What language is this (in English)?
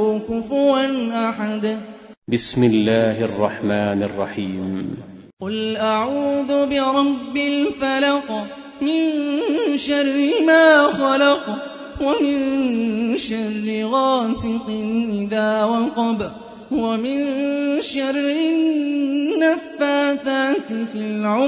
Arabic